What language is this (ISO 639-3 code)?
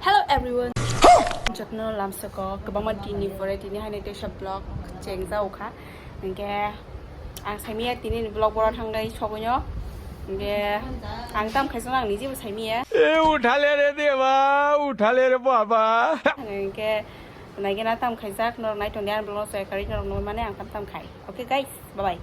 trp